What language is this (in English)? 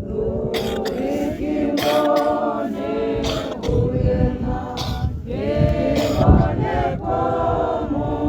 Tswana